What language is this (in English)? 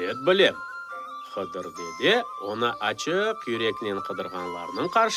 Crimean Tatar